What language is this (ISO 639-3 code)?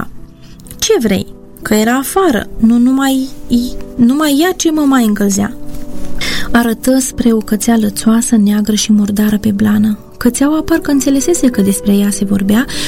ron